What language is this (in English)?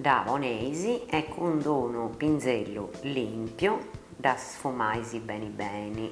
Sardinian